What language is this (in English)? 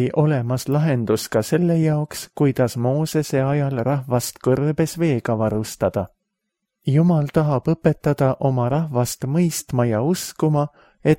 Estonian